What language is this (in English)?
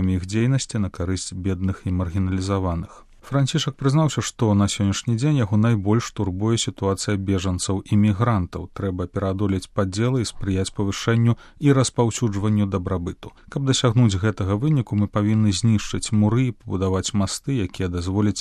Belarusian